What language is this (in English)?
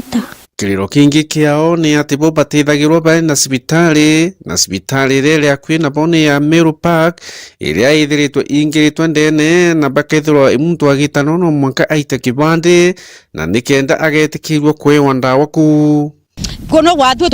Meru